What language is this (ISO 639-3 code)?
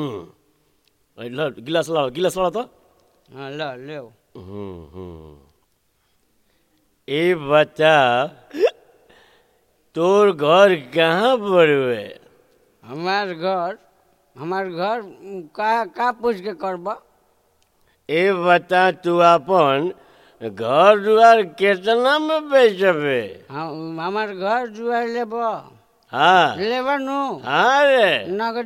bho